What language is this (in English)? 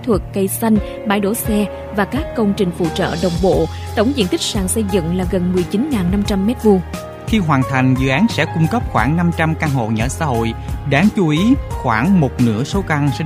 Vietnamese